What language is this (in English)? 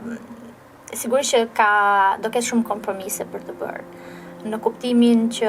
Albanian